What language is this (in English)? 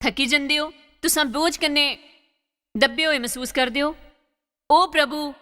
Dogri